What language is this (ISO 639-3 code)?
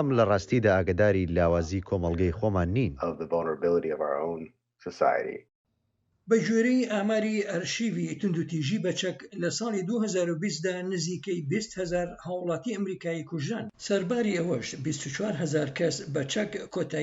ckb